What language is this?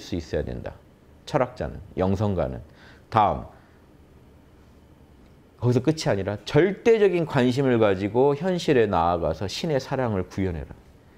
Korean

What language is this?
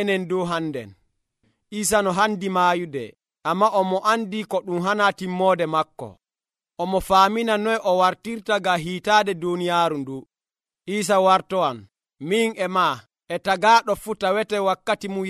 Nigerian Fulfulde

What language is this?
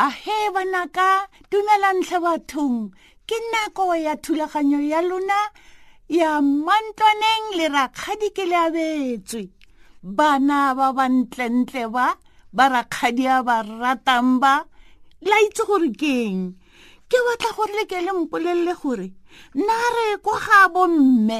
Tswana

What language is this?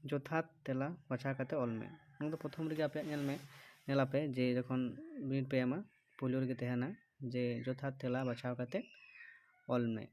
Santali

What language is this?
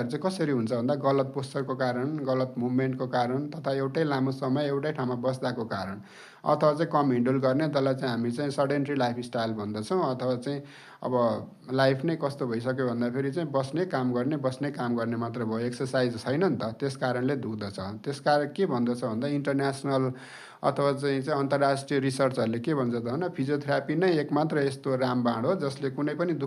Nepali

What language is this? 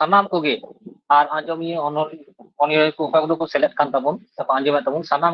Santali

